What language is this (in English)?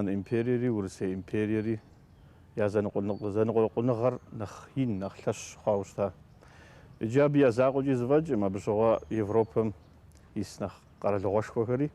Kabardian